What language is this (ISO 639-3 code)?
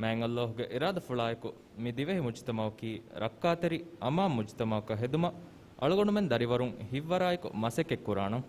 div